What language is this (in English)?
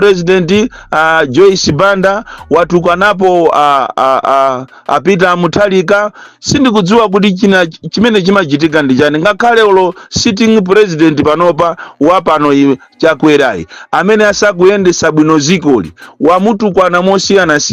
Nyanja